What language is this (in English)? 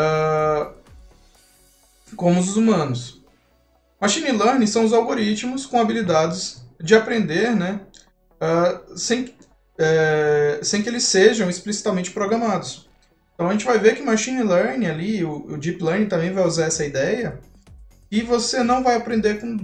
Portuguese